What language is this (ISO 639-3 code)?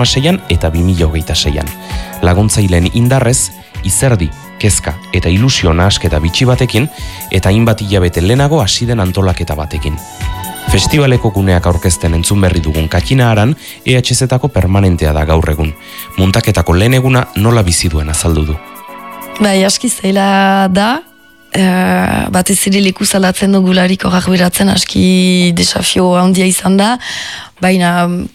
eus